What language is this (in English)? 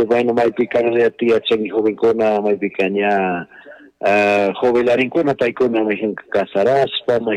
Chimborazo Highland Quichua